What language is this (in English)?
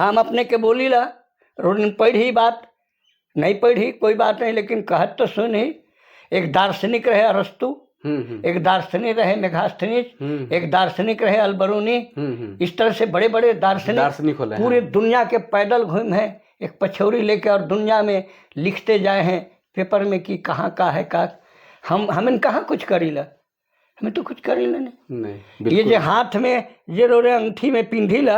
Sadri